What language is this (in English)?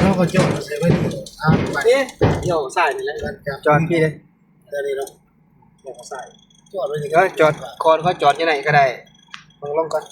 Northeastern Thai